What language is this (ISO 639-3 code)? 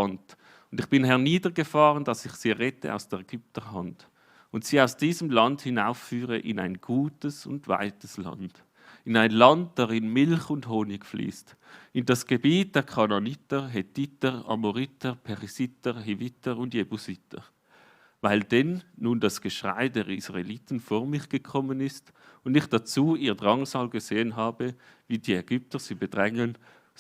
gsw